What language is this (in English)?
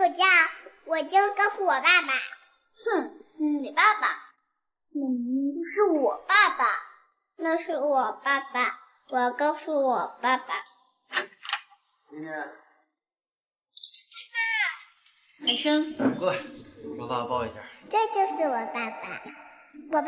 Chinese